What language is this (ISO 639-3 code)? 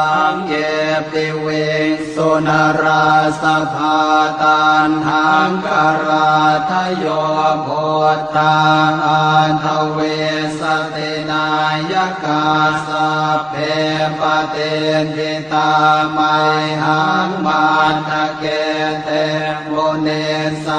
pli